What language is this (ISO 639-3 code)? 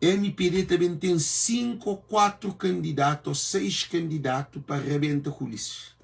kea